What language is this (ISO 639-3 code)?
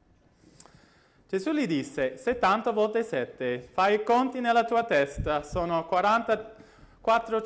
ita